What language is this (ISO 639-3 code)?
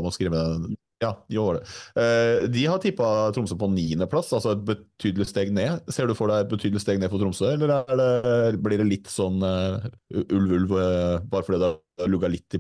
nor